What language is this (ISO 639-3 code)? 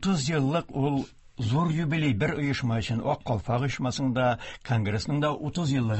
tat